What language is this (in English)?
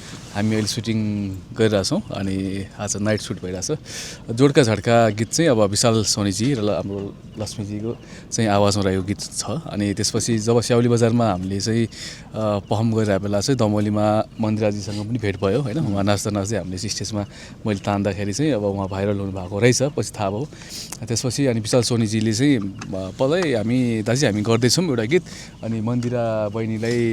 Nepali